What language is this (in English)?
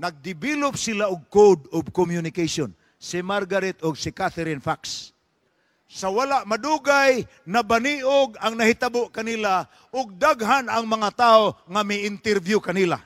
Cebuano